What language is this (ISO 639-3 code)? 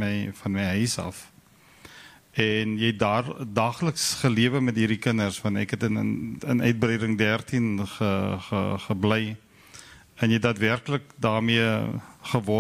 afr